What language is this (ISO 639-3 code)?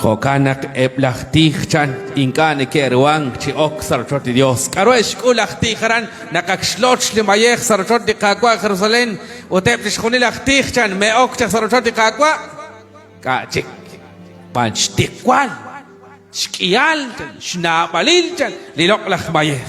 kek